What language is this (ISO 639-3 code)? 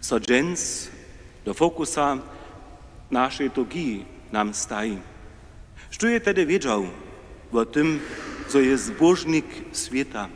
hsb